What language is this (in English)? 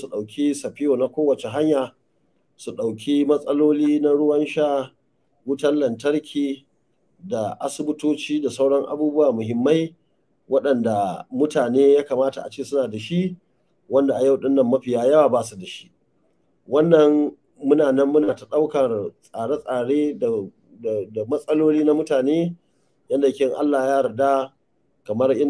Hausa